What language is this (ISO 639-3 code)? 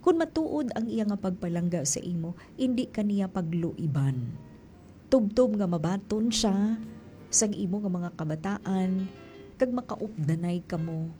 hil